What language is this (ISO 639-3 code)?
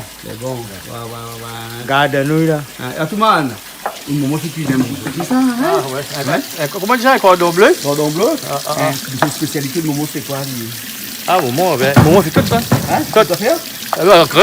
rcf